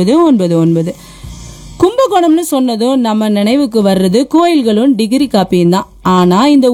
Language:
Tamil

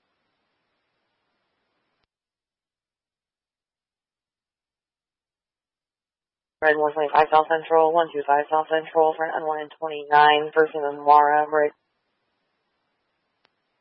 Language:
English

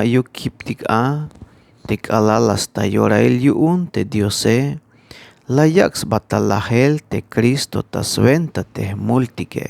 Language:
Tzeltal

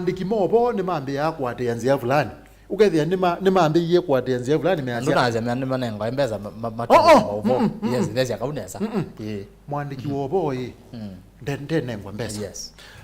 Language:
Kamba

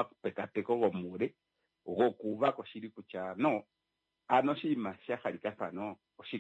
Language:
Kuanyama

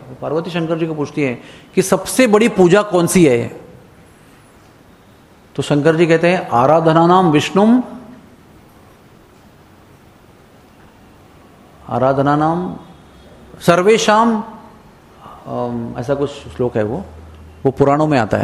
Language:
Hindi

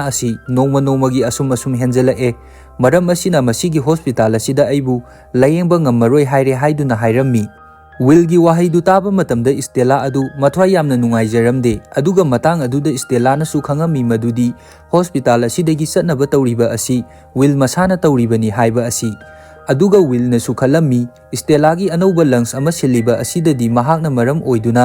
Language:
Manipuri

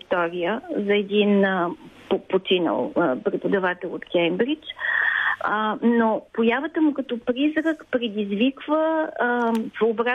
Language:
Bulgarian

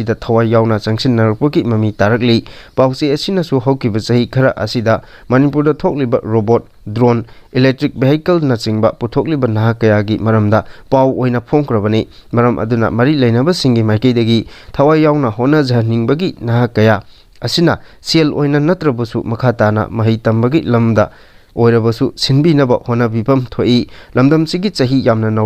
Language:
Manipuri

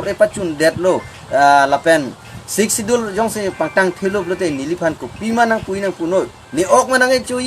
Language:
Karbi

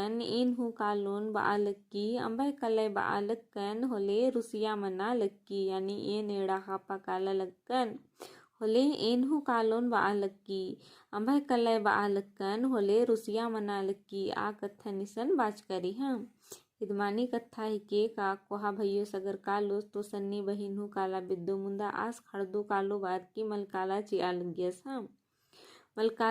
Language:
Kurukh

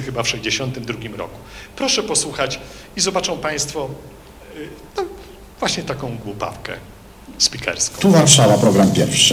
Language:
Polish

